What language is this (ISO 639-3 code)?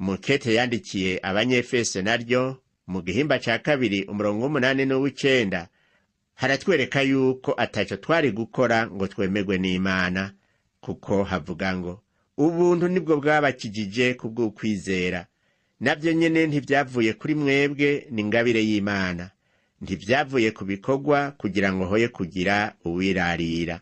run